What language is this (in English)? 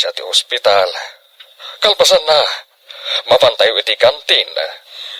Iloko